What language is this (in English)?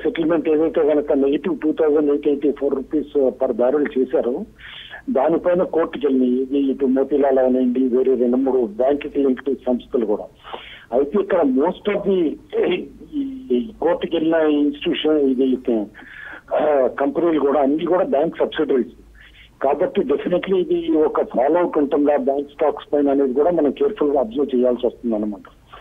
Telugu